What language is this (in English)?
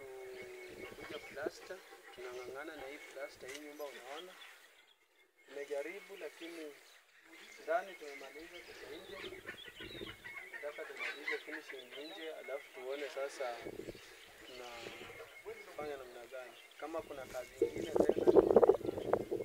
Swahili